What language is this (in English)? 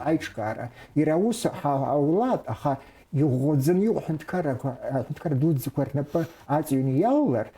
Abkhazian